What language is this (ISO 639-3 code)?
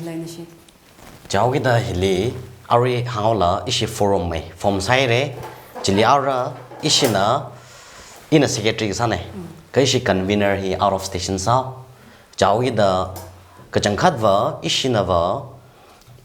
nmf